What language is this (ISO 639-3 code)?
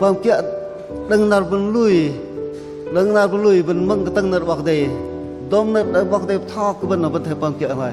bdq